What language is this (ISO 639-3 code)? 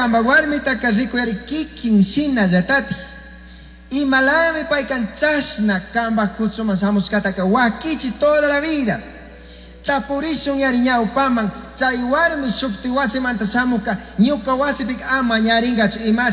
qug